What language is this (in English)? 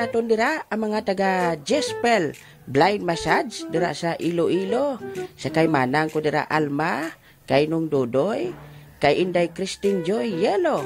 Hiligaynon